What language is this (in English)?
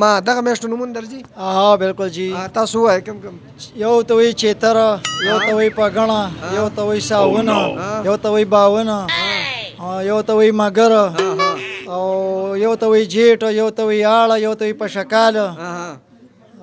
Pashto